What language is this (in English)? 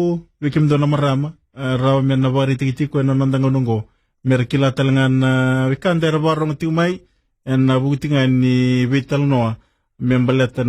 Fijian